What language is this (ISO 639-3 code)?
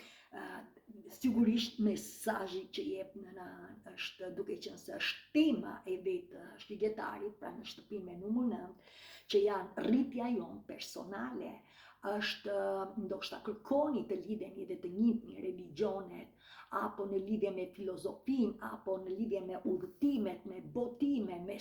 sqi